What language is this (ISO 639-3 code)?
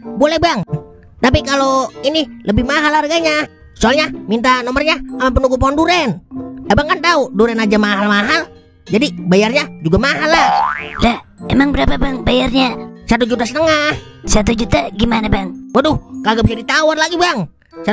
bew